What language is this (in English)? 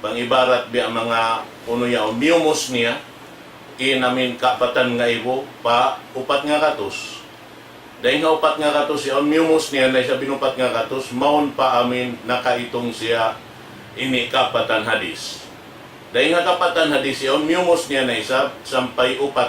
Tausug